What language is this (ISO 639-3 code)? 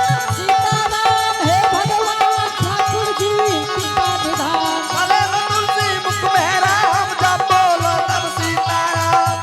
anp